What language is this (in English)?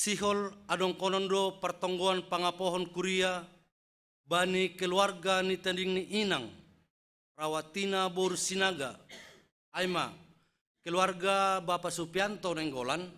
Batak Simalungun